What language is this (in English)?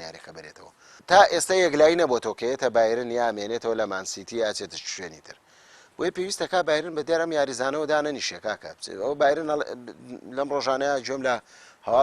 Central Kurdish